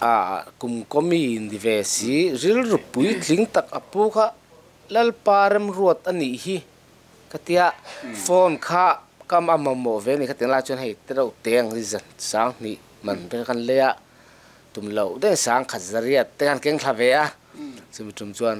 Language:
Mizo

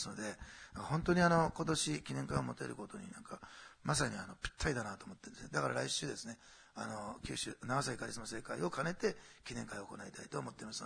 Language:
Japanese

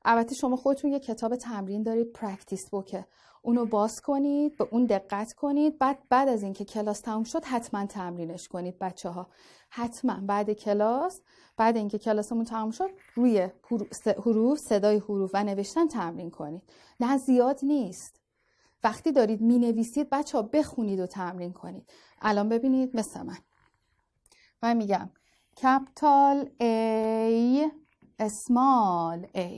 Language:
Persian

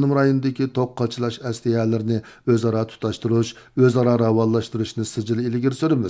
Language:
Uyghur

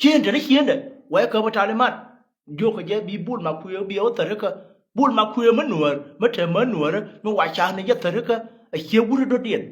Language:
Nuer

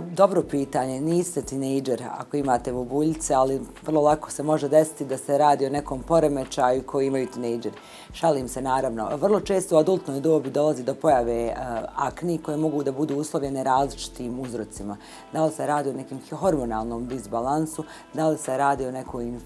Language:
Bosnian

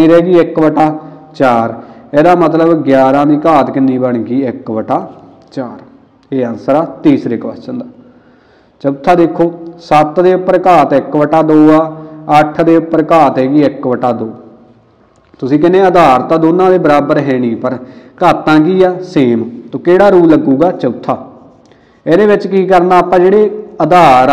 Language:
Punjabi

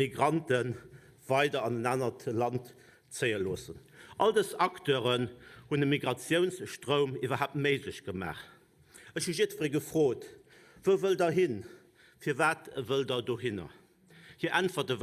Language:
Luxembourgish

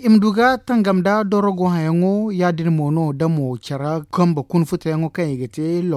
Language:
Zarma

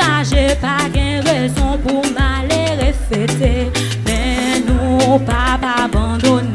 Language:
Haitian Creole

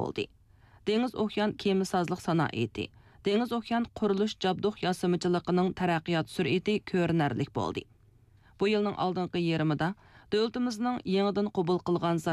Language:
Uyghur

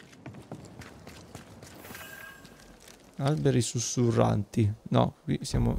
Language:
Italian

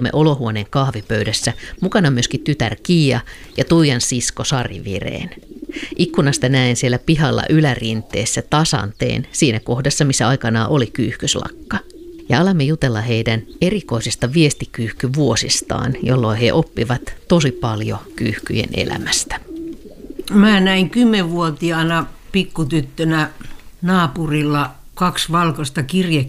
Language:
Finnish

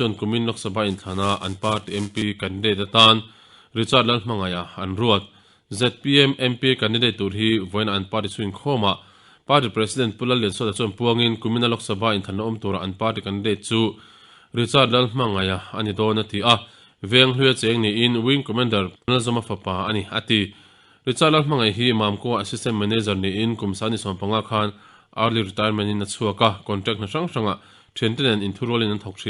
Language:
Mizo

